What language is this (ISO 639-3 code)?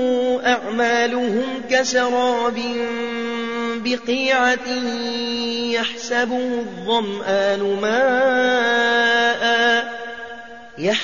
ara